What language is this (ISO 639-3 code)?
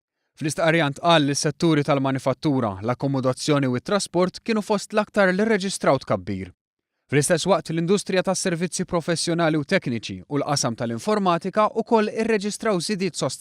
mlt